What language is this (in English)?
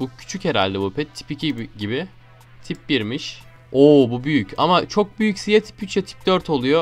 Turkish